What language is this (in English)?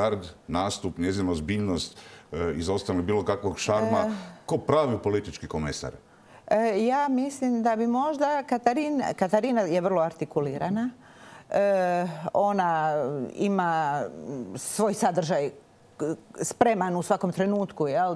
Croatian